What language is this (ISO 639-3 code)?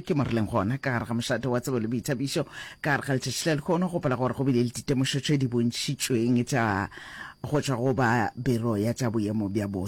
nso